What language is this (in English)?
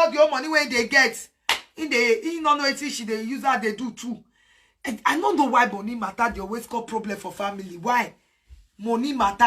Nigerian Pidgin